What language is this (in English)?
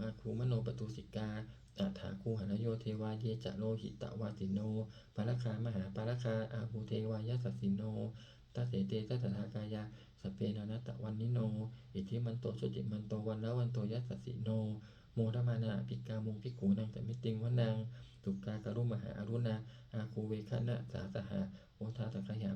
Pali